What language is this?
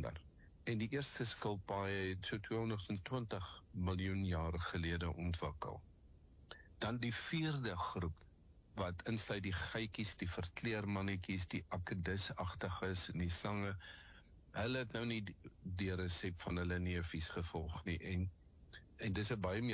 Afrikaans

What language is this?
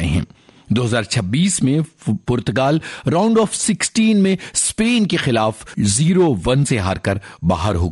Hindi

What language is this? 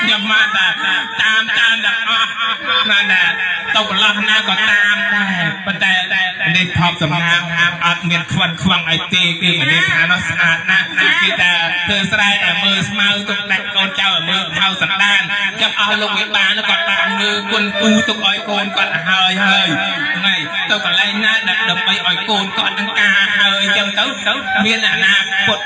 Khmer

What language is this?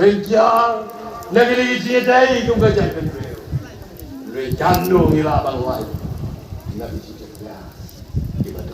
Khasi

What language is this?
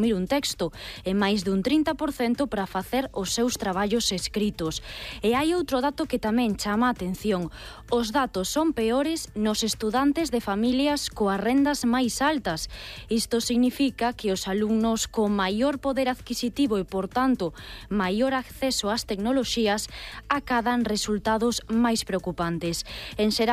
Galician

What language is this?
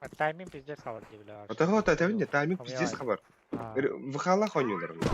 Yakut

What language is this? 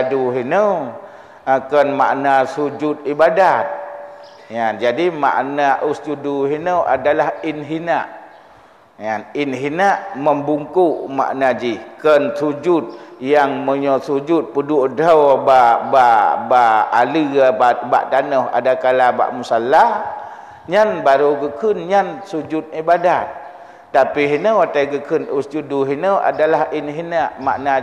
Achinese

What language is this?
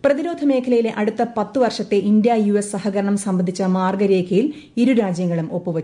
Malayalam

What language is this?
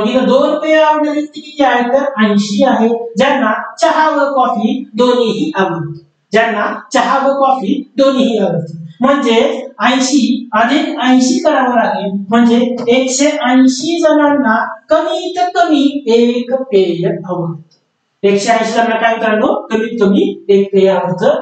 Marathi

